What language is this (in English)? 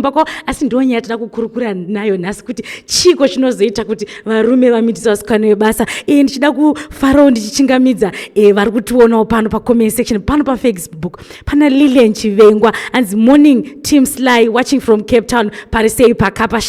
Shona